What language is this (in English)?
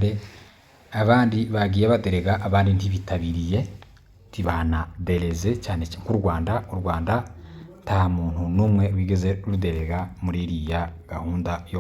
Kinyarwanda